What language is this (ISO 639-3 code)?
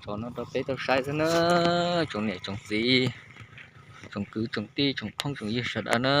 hmn